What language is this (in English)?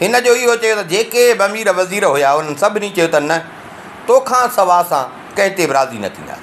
Sindhi